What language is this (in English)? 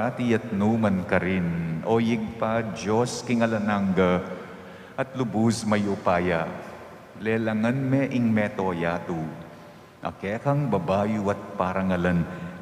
Pampanga